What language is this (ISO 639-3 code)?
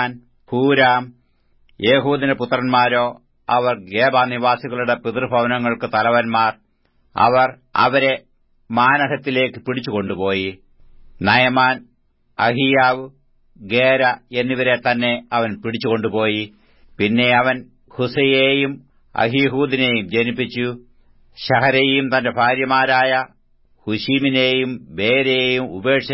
mal